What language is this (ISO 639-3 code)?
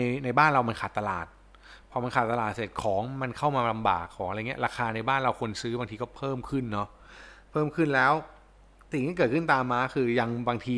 tha